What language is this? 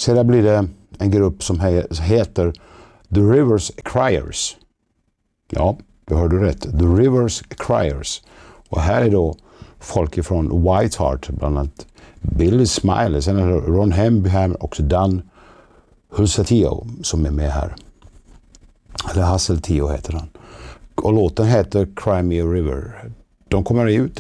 Swedish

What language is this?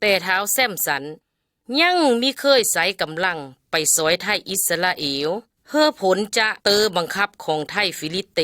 Lao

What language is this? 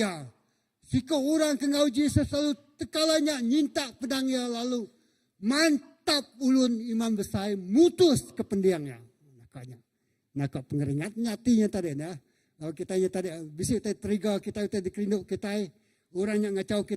Iban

